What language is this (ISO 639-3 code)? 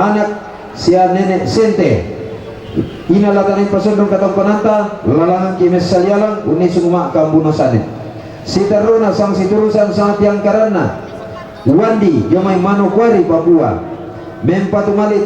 sda